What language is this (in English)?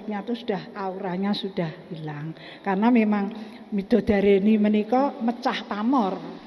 Javanese